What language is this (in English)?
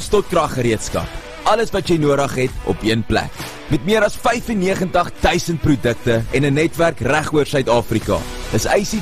Afrikaans